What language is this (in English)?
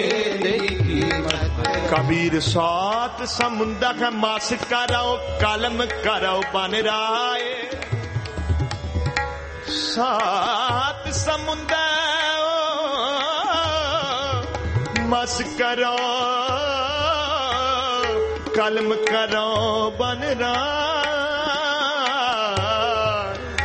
Punjabi